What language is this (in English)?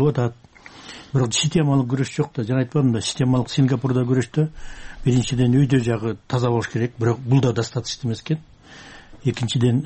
Kyrgyz